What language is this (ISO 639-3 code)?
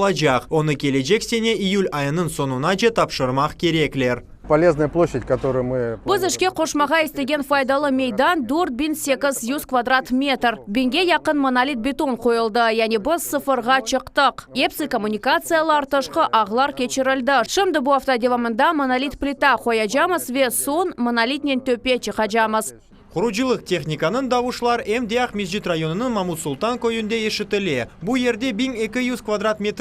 crh